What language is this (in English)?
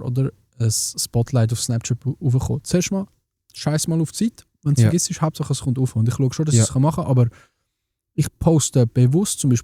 Swiss German